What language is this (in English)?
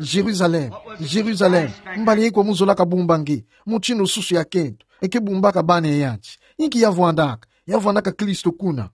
Kituba (Democratic Republic of Congo)